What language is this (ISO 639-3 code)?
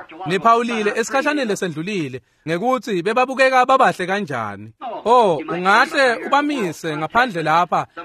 ssw